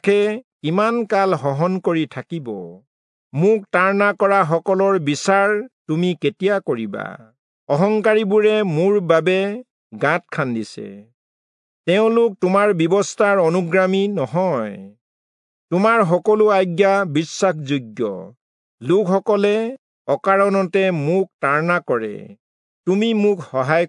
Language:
Assamese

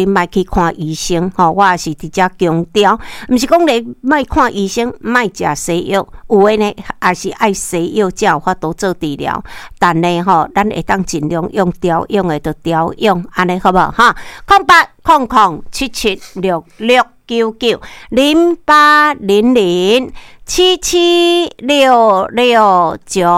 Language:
Min Nan Chinese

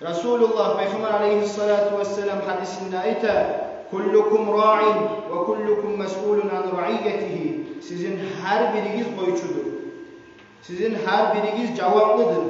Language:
Kumyk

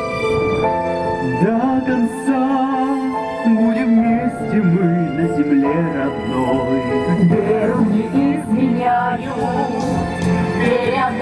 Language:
Russian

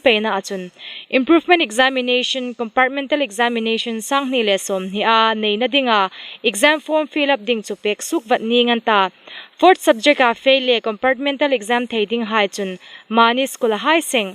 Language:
Hmar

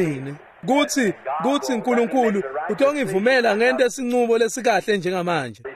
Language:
Swati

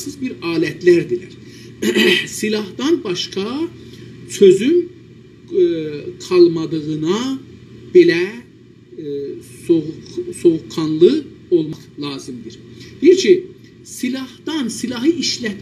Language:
South Azerbaijani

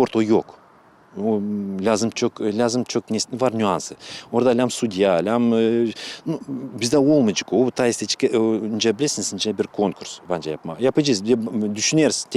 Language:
Gagauz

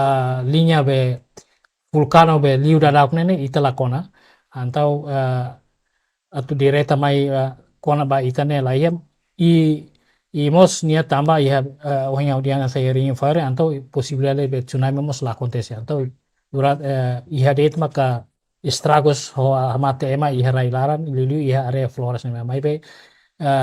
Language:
Tetum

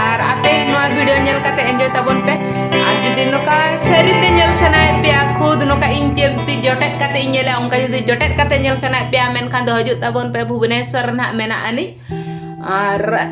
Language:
Santali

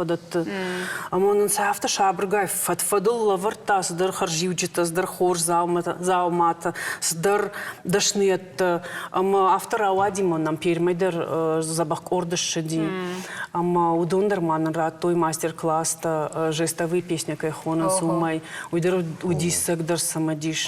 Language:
Ossetic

